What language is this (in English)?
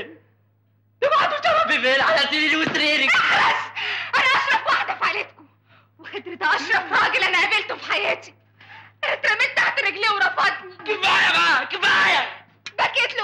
Egyptian Arabic